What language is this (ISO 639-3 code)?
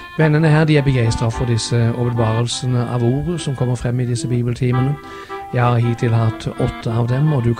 nor